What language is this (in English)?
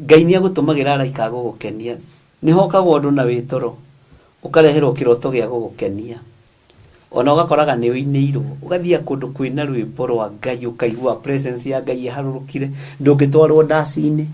Kikuyu